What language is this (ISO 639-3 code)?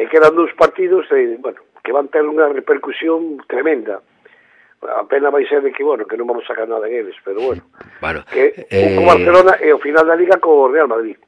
glg